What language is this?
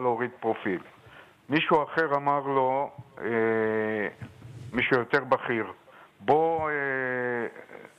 Hebrew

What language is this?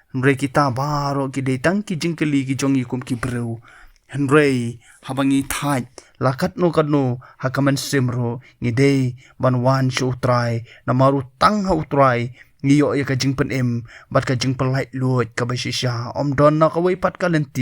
Khasi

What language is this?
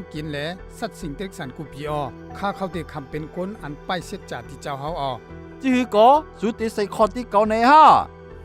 Shan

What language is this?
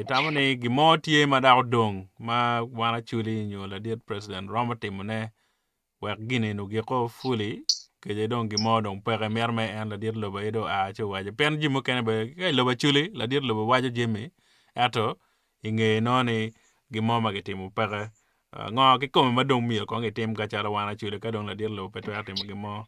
Acoli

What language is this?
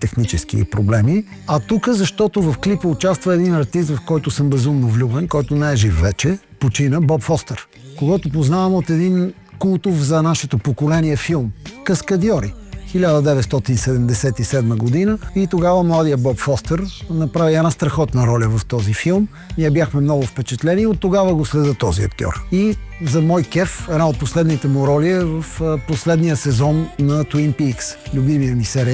Bulgarian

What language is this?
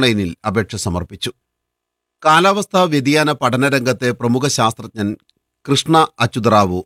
Malayalam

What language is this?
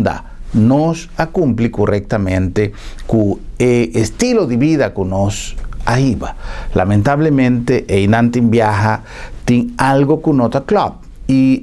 Papiamento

